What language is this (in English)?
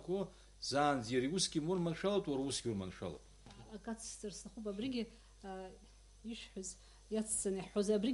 Abkhazian